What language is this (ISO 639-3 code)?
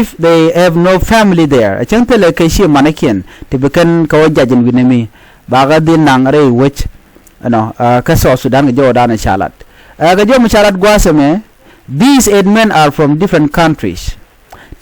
nus